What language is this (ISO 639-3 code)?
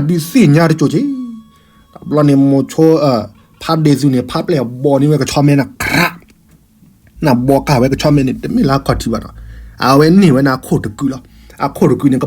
ksw